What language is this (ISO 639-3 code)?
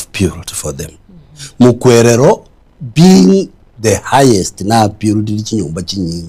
guz